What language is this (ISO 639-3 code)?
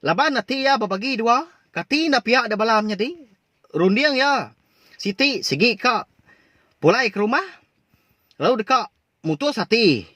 iba